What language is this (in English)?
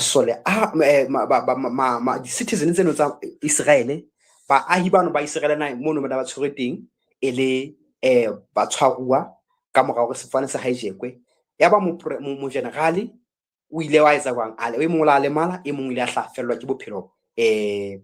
Southern Sotho